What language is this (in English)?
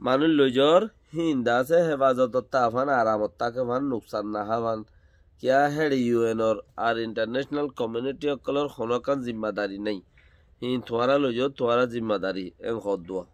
Rohingya